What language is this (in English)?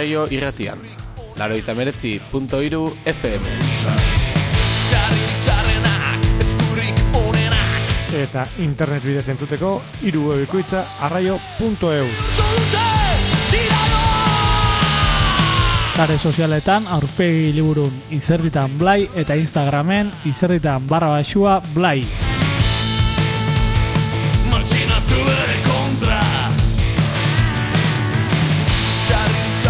Basque